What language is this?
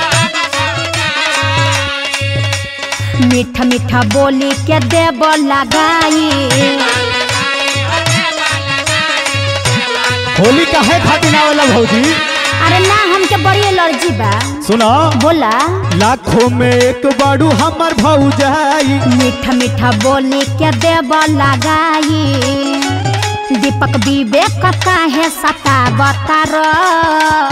Bhojpuri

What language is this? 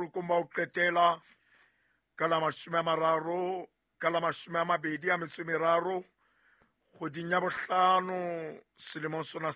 Southern Sotho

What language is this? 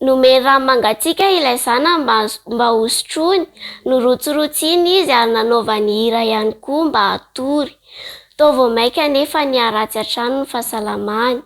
Malagasy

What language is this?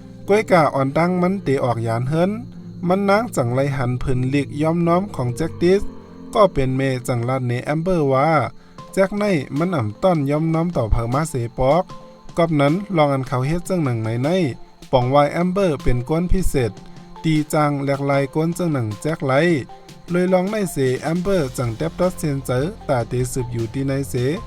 Shan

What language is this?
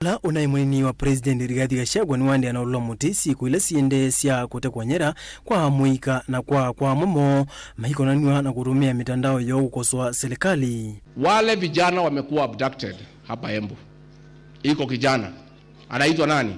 Kamba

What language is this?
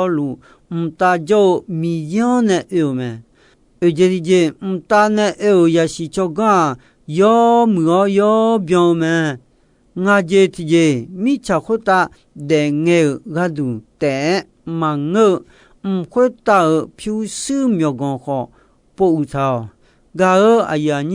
Akha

